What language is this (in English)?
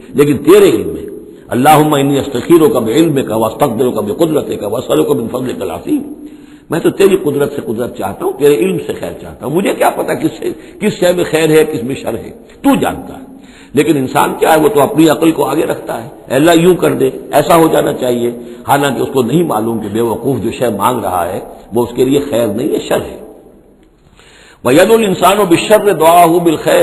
Urdu